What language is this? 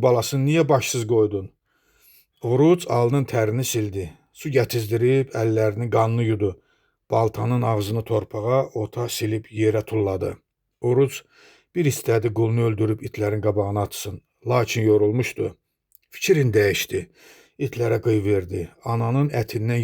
Azerbaijani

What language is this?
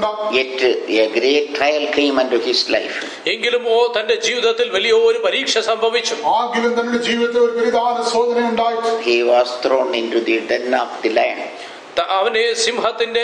Malayalam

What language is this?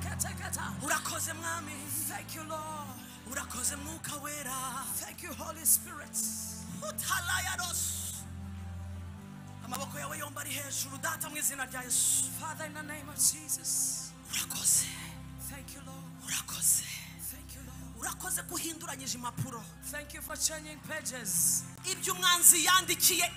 Kinyarwanda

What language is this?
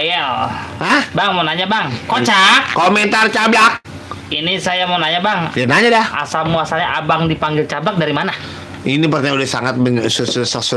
Betawi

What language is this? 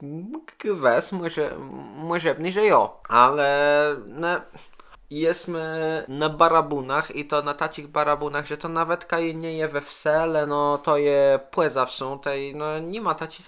Kashubian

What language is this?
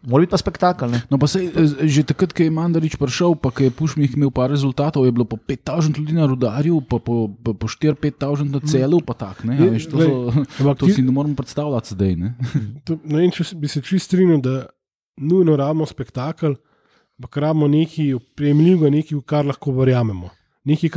Slovenian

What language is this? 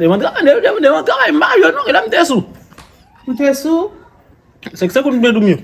Haitian Creole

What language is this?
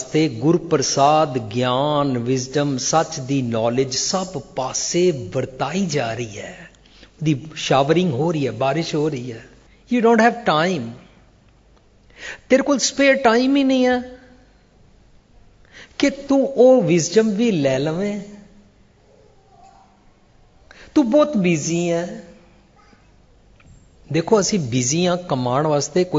Punjabi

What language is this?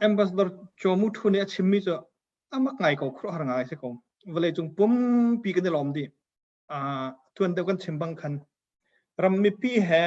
Hakha Chin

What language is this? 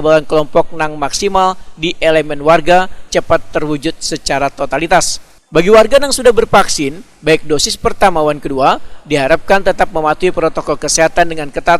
Banjar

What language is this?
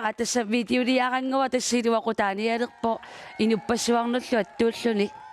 Kalaallisut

